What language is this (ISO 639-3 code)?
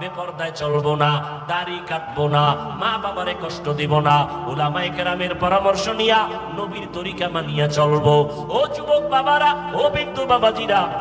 ben